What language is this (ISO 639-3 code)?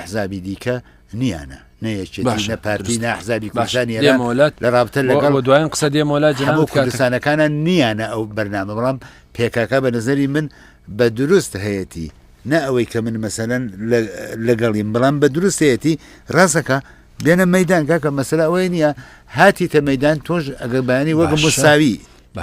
ckb